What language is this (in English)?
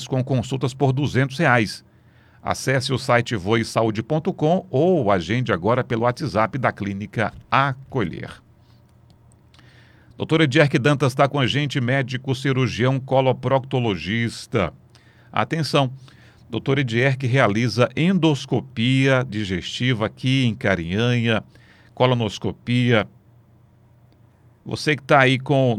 Portuguese